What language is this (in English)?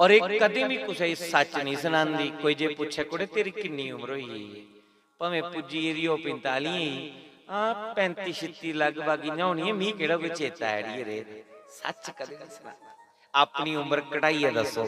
Dogri